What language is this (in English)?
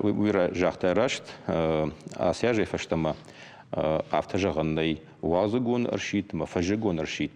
Ossetic